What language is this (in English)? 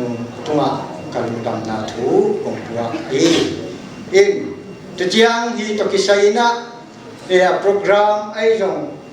Paite Chin